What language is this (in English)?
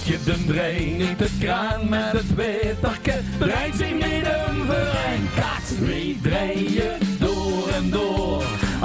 Limburgish